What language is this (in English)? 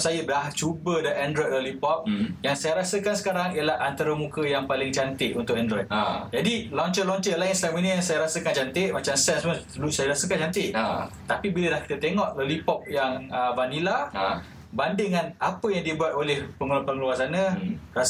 Malay